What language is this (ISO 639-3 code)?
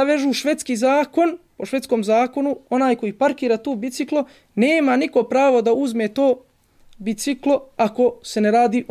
bos